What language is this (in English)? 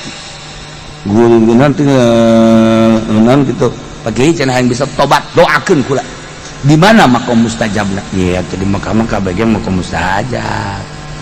Sundanese